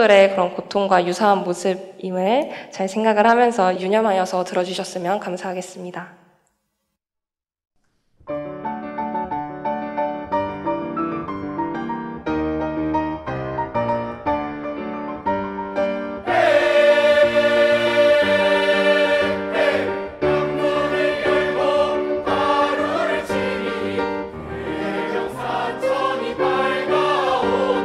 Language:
Korean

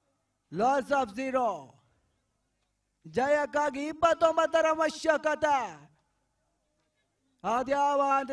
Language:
Kannada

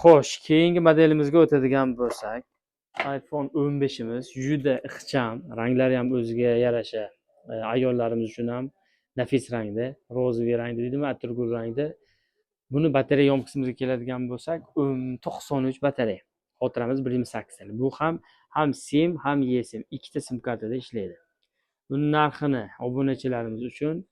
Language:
Uzbek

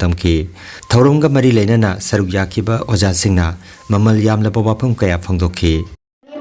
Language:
Manipuri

